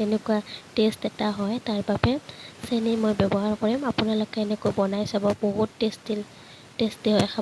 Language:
Assamese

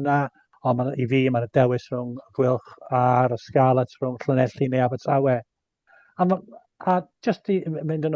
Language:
Welsh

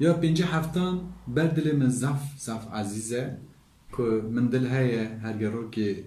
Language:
Kurdish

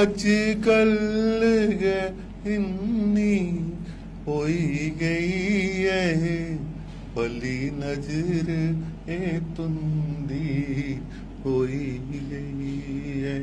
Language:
Dogri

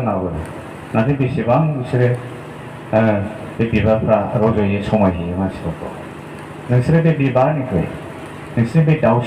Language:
Bodo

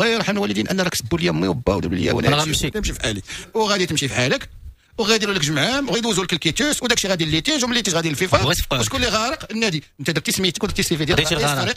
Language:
Moroccan Arabic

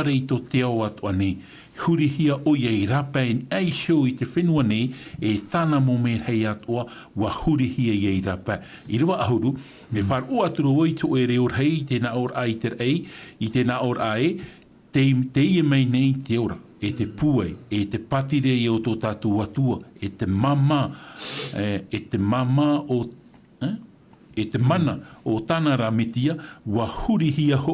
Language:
Tahitian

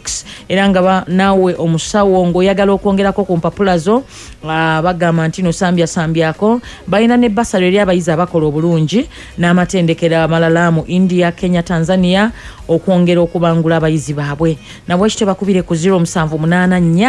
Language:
Ganda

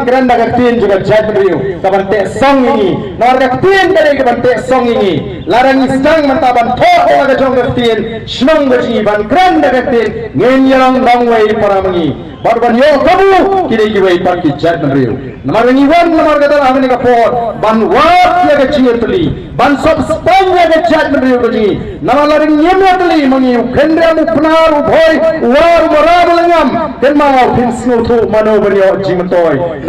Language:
Khasi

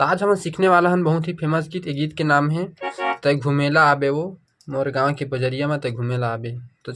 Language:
Chhattisgarhi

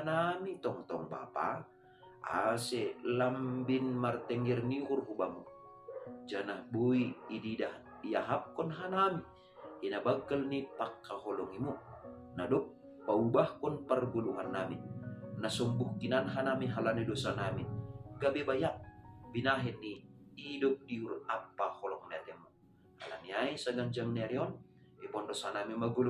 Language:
Batak Simalungun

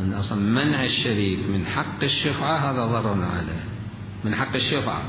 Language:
Mesopotamian Arabic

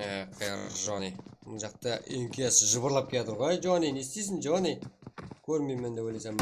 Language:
Kara-Kalpak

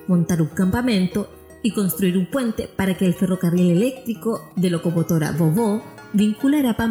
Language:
Spanish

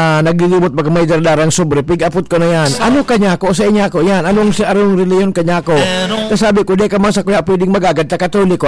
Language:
Bikol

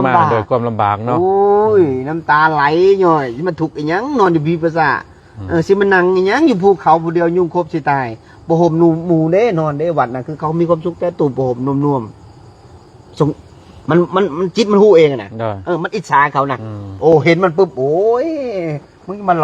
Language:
Lao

